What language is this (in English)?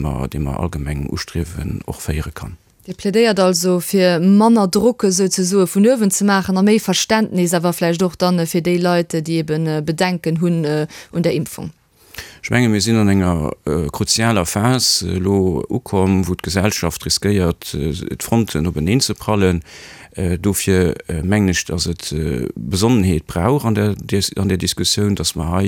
Luxembourgish